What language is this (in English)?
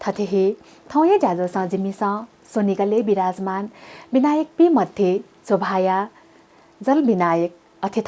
Newari